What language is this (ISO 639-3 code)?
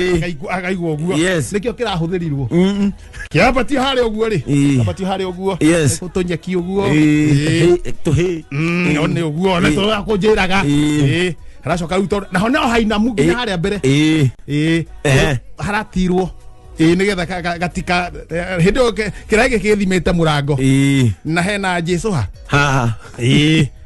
kik